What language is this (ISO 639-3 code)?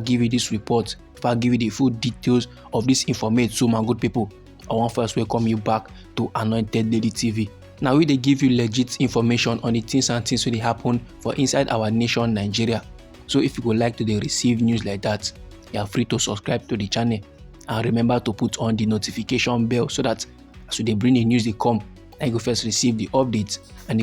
pcm